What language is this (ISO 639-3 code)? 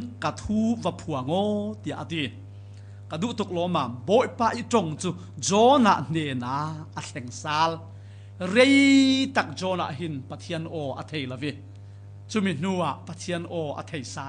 cfm